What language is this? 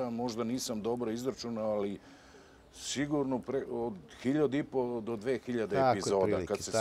Serbian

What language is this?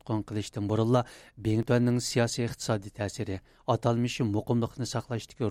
Uyghur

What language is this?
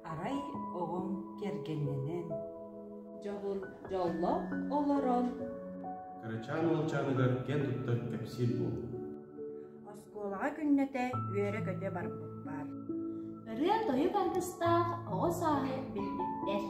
Yakut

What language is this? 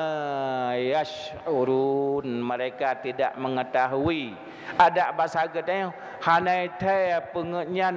Achinese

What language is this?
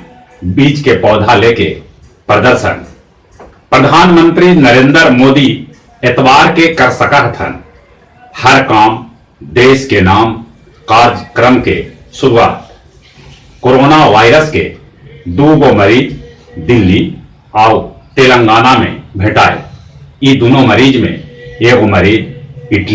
Magahi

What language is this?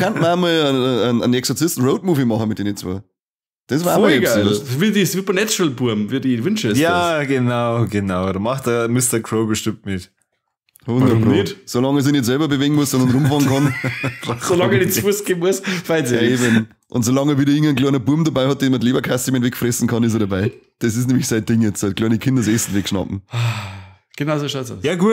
Bavarian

